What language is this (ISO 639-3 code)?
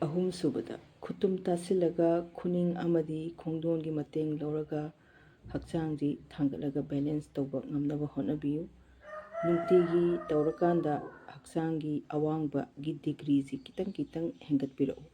mni